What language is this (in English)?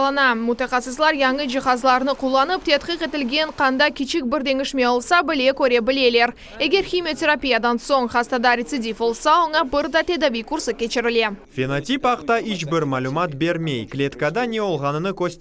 Crimean Tatar